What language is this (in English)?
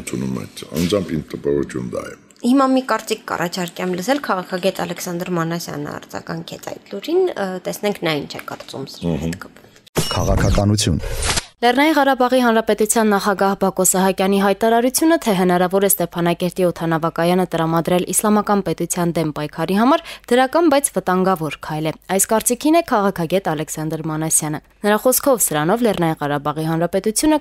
Armenian